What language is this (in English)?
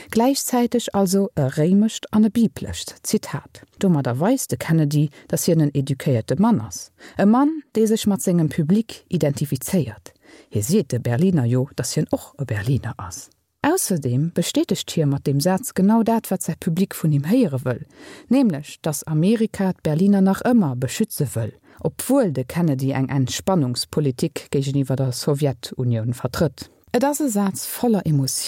Luxembourgish